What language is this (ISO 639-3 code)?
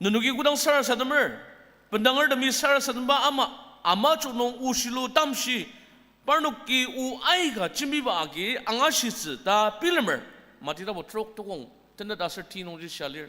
njo